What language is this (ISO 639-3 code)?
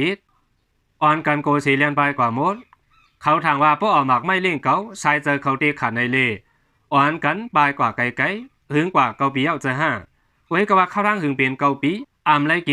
shn